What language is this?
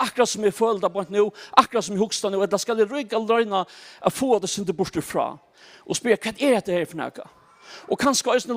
Faroese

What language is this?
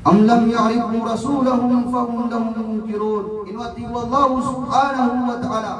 Maranao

